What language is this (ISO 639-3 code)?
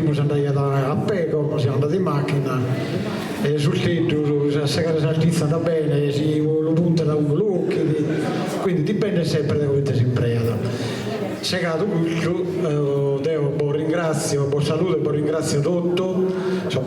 srd